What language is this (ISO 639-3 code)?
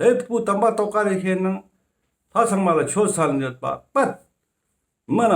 lbj